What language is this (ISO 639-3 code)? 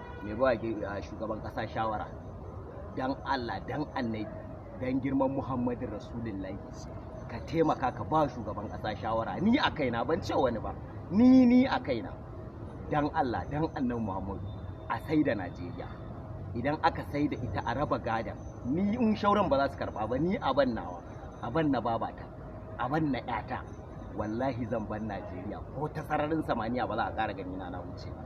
hau